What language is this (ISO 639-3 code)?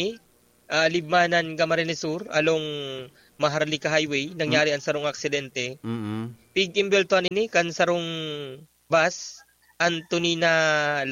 bik